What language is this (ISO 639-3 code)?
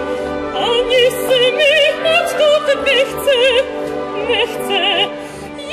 ces